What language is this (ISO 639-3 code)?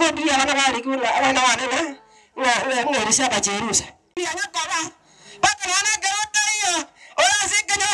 guz